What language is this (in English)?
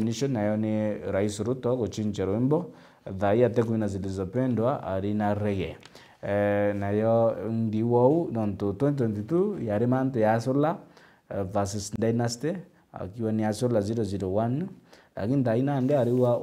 Meru